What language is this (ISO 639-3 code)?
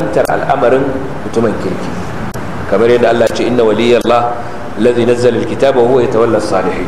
hau